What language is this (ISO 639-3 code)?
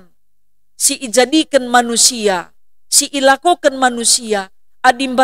btx